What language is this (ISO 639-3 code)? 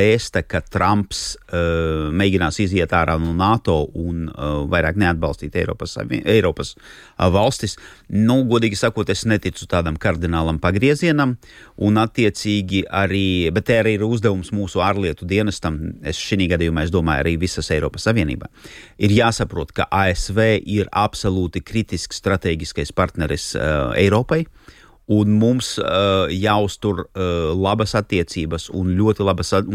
lav